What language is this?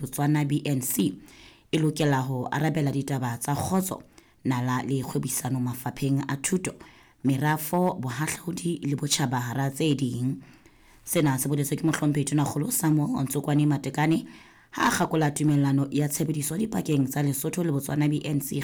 Southern Sotho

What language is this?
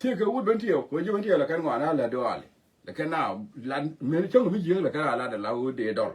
Nuer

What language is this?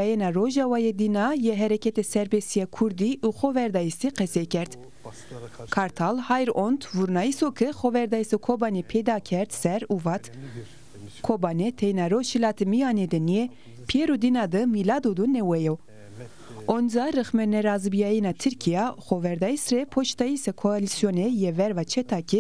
Zaza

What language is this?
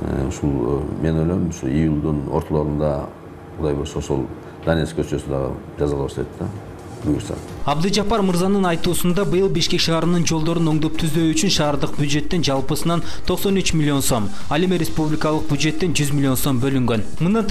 Kyrgyz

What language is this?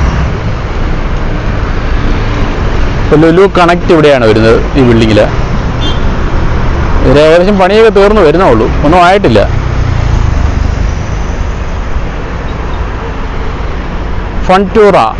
Malayalam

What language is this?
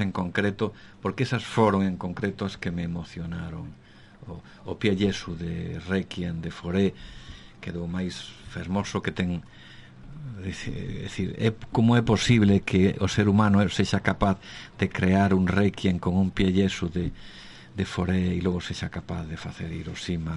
Galician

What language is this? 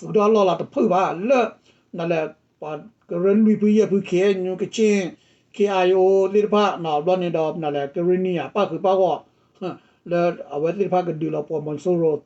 S'gaw Karen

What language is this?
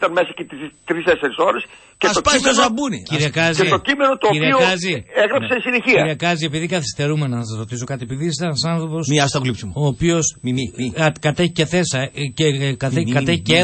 Greek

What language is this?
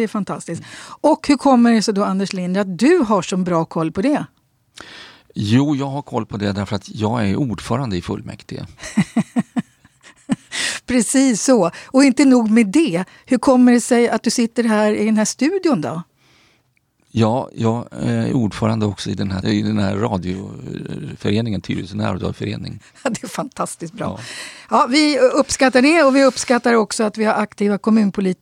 Swedish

